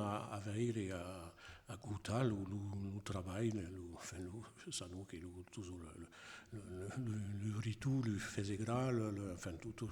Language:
Occitan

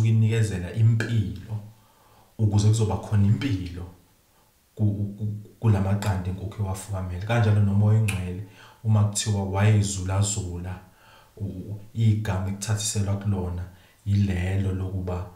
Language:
Zulu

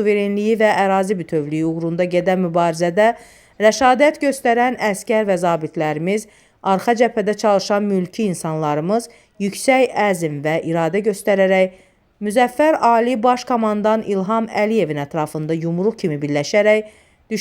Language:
Azerbaijani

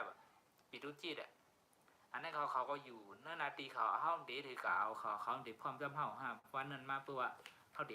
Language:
Shan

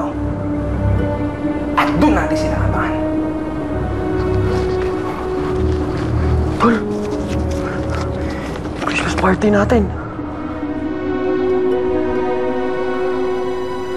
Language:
Filipino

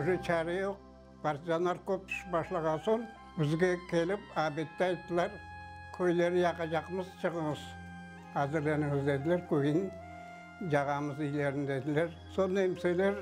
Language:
Crimean Tatar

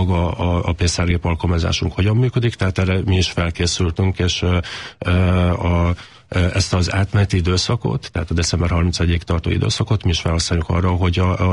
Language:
Hungarian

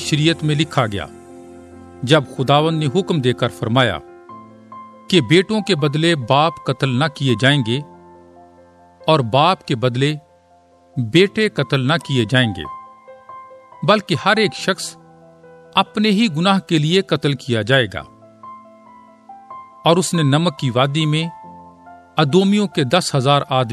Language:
Urdu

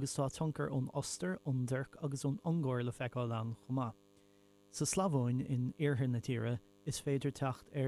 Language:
Irish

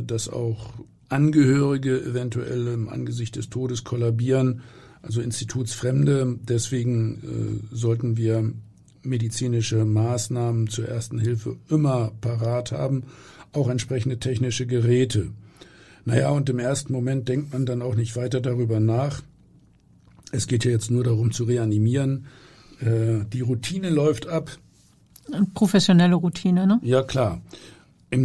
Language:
German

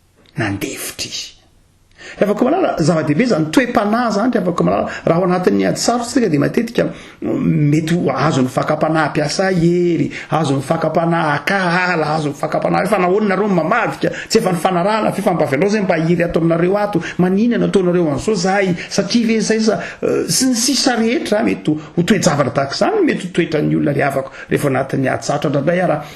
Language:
Malagasy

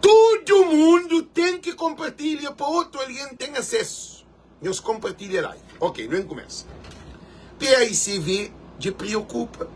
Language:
Kabuverdianu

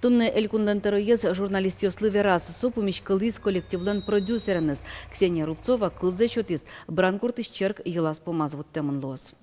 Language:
Udmurt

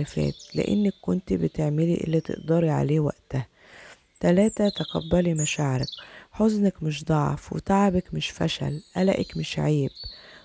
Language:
Egyptian Arabic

